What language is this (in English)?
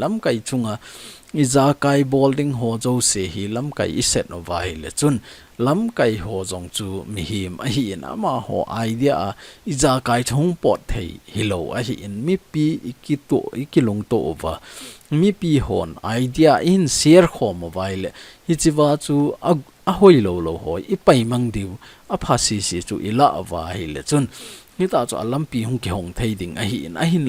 Thado Chin